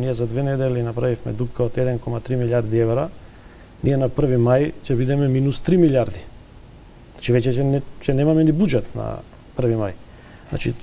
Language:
Macedonian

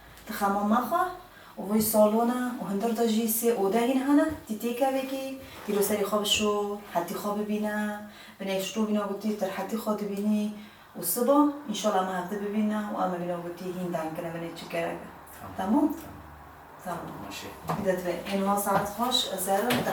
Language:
Kurdish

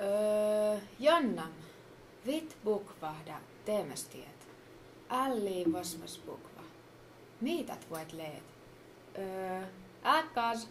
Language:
Skolt Sami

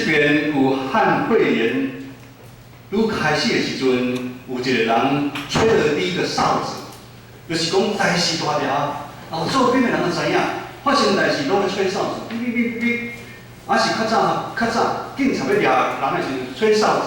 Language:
Min Nan Chinese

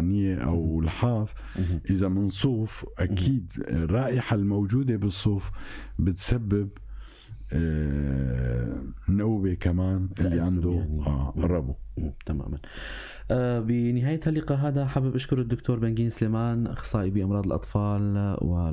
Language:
North Levantine Arabic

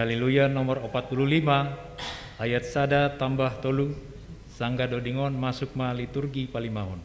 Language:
Batak Simalungun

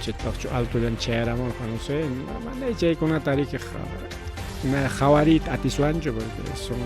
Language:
Ayacucho Quechua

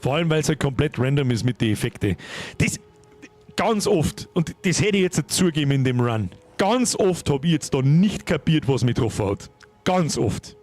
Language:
Bavarian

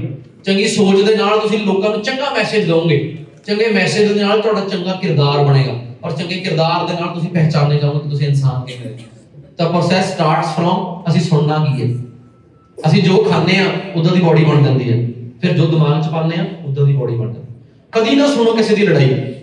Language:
Punjabi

